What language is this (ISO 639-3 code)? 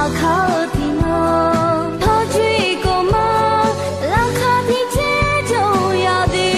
ahk